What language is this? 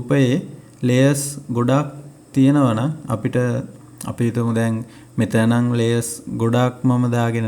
Sinhala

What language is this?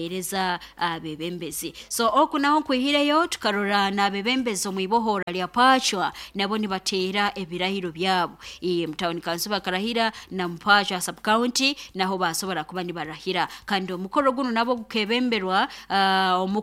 Nyoro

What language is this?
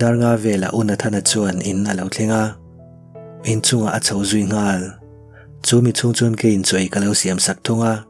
Mizo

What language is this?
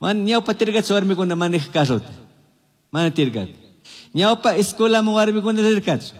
Chimborazo Highland Quichua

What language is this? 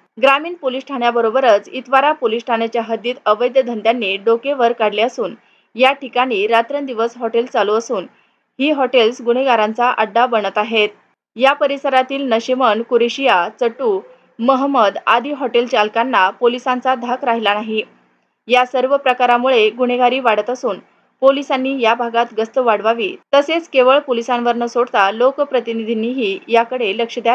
Marathi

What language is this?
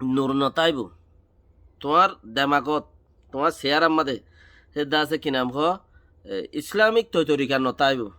Rohingya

